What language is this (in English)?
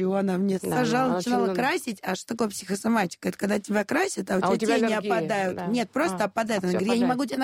Russian